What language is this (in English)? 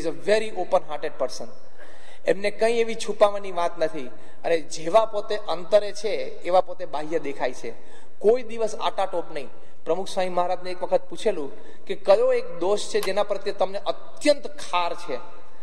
Gujarati